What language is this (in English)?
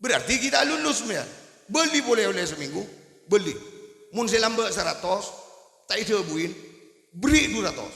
Madurese